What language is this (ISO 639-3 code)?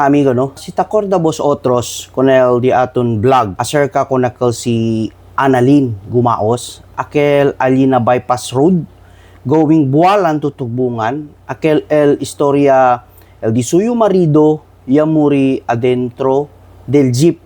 cbk